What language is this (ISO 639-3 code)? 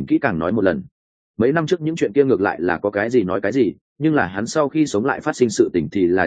vie